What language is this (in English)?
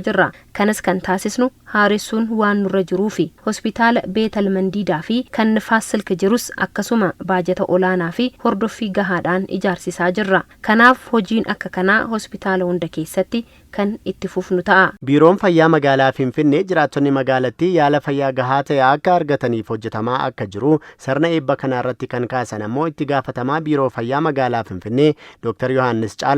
Oromo